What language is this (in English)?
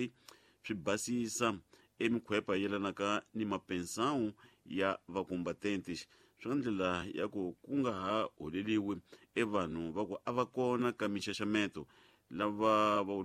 Tsonga